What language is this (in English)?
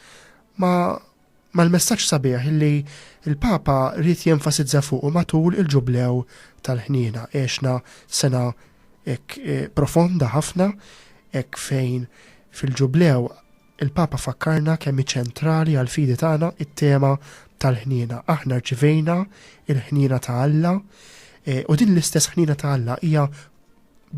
Maltese